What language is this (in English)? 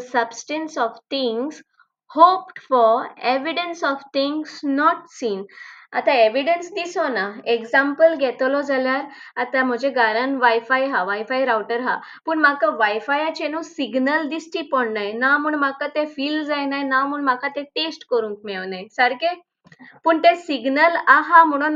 Konkani